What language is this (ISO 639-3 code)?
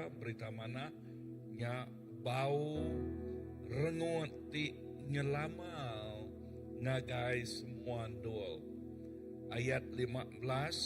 iba